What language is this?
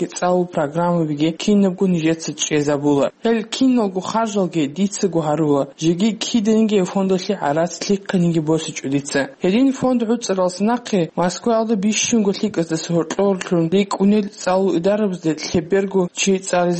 Avaric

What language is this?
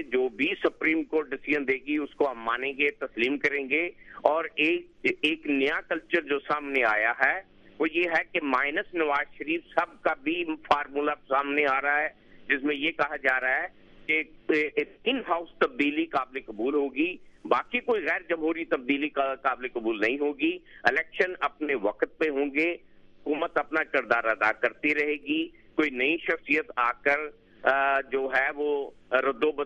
Urdu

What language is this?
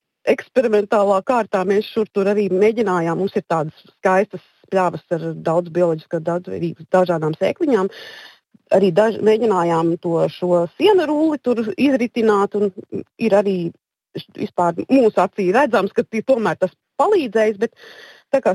Latvian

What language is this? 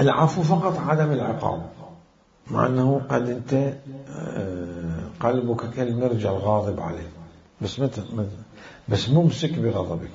Mesopotamian Arabic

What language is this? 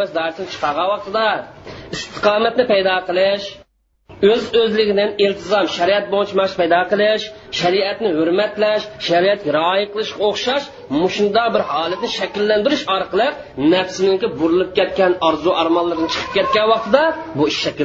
Uyghur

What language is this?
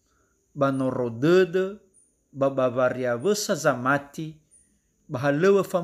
Nias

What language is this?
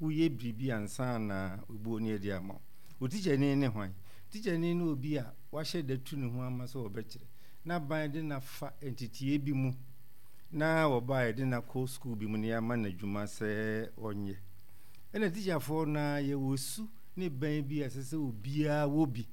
Akan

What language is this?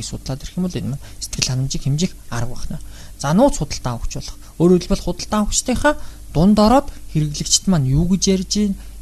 Mongolian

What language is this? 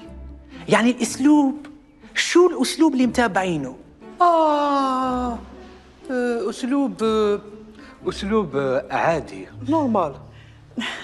Algerian Arabic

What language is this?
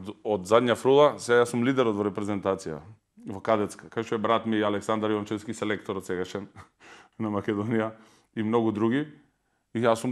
Macedonian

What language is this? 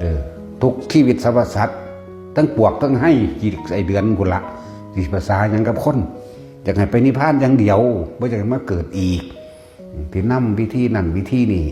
Northeastern Thai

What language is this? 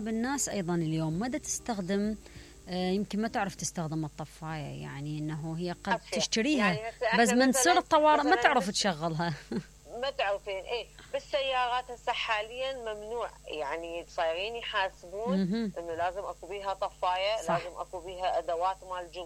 Mesopotamian Arabic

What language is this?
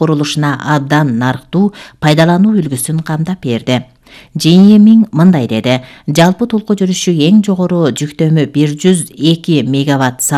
Kyrgyz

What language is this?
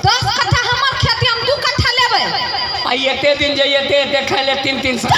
Maithili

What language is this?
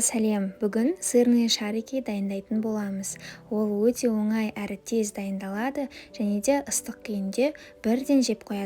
Kazakh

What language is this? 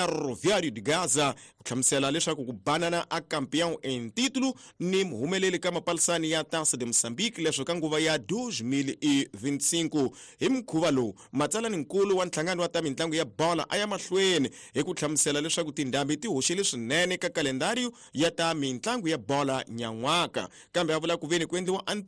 Tsonga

